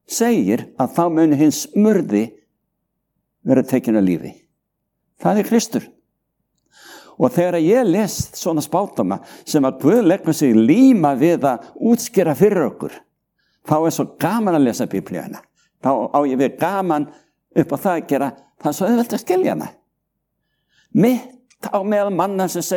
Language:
Icelandic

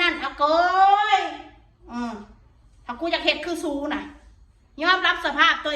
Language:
Northeastern Thai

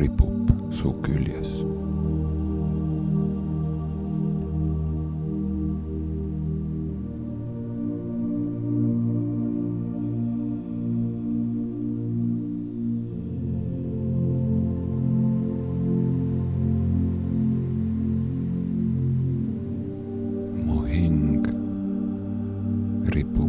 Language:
Estonian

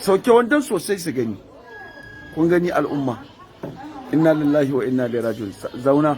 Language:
Hausa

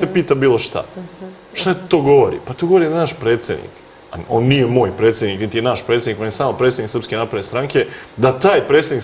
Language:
Serbian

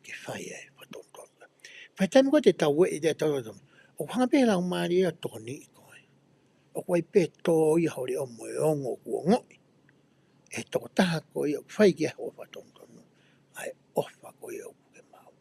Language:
Tongan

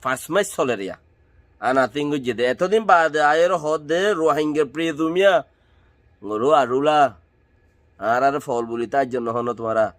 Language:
Rohingya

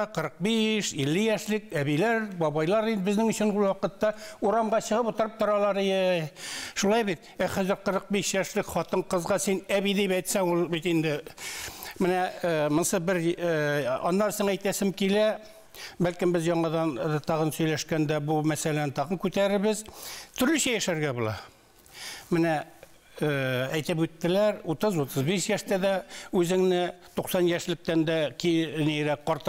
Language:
Tatar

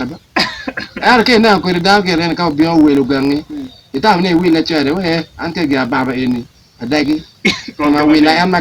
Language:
Acoli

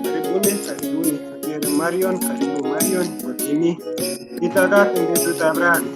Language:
Kalenjin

